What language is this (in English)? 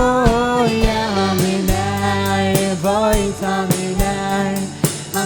Faroese